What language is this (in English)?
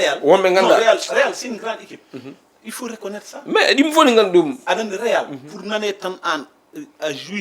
Fula